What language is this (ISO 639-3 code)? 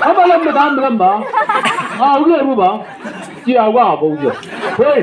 nbc